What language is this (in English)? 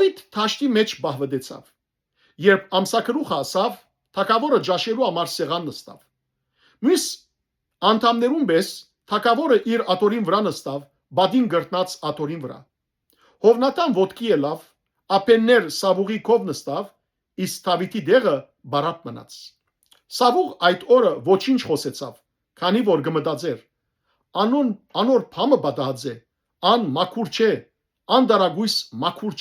Western Armenian